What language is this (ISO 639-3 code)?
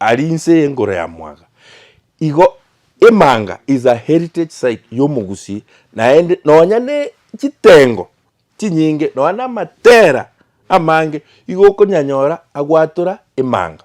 guz